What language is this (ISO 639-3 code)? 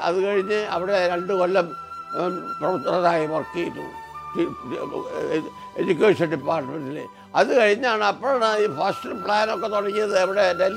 mal